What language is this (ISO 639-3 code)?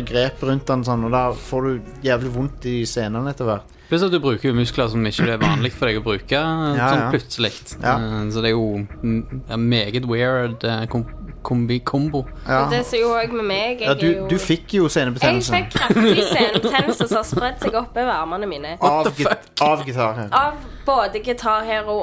nor